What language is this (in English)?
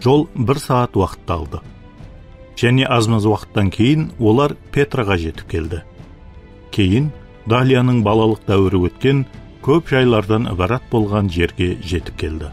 Kara-Kalpak